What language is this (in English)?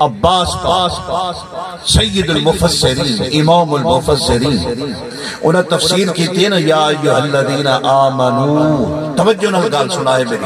Saraiki